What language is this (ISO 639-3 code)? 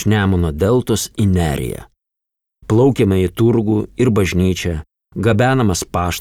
lit